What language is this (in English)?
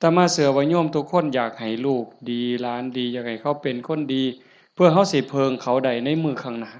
Northeastern Thai